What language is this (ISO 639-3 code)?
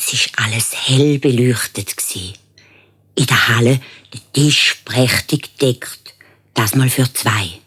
gsw